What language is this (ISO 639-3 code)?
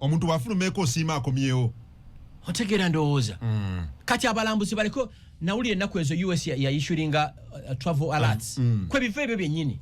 lug